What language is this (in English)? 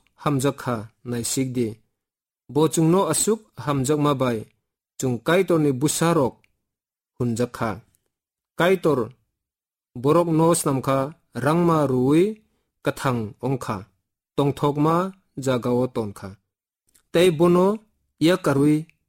Kok Borok